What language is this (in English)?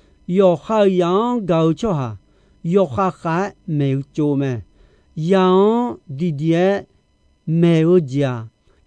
Akha